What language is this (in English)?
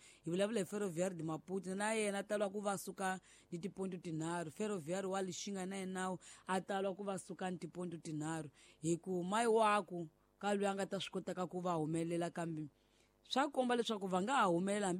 Tsonga